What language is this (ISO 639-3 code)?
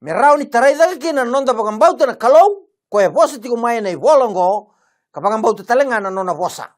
fij